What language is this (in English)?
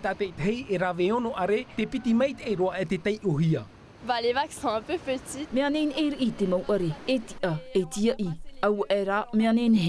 Tahitian